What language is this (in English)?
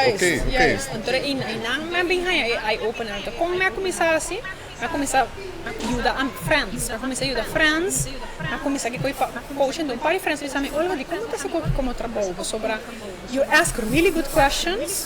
Papiamento